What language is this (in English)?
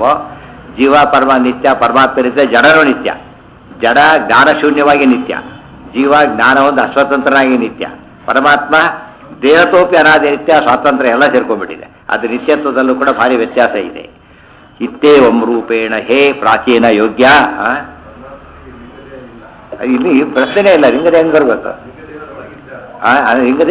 Kannada